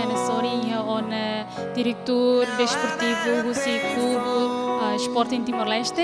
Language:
Tetum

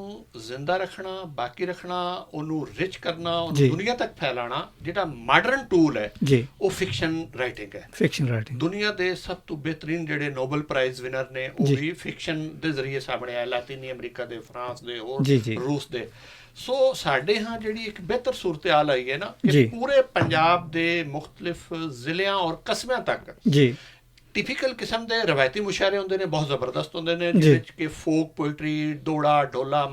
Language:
Western Panjabi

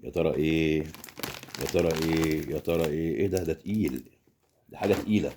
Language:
Egyptian Arabic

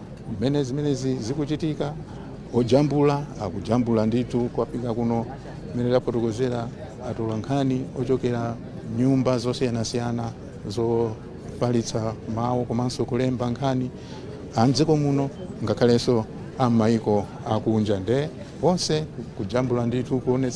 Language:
Nyanja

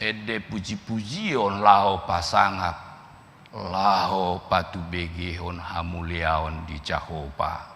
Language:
Batak Toba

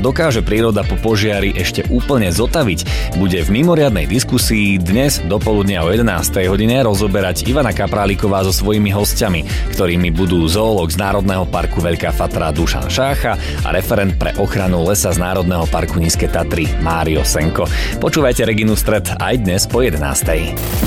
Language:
Slovak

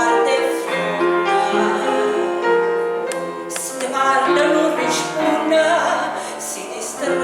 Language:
Neapolitan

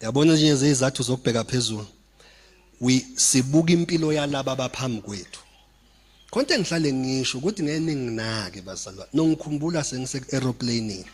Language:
Zulu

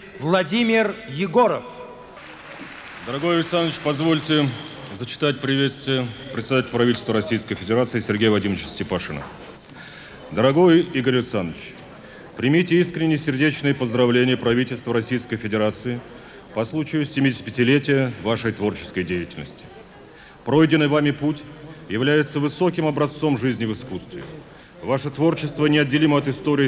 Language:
Russian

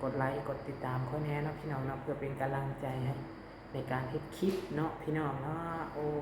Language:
Lao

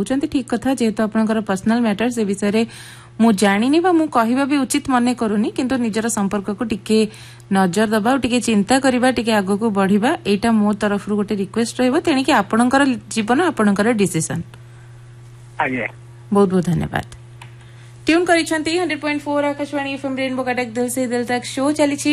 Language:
Odia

